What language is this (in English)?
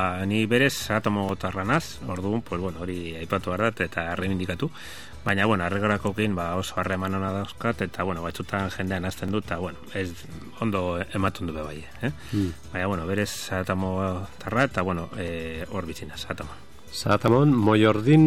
Basque